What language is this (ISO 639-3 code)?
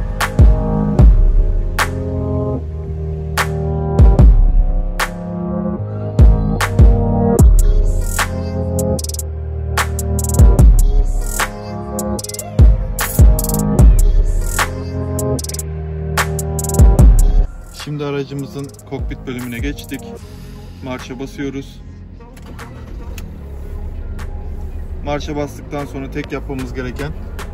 tur